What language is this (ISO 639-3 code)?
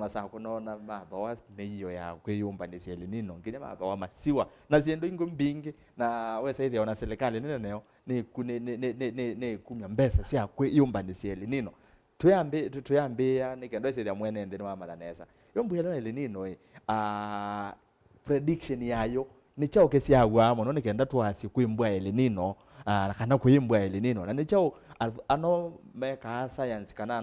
kam